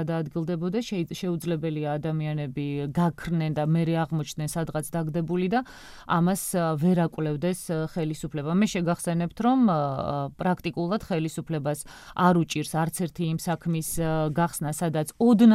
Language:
Georgian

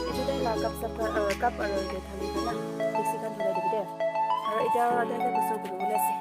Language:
Naga Pidgin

